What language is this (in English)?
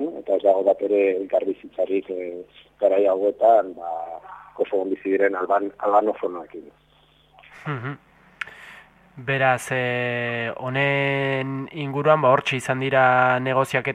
Basque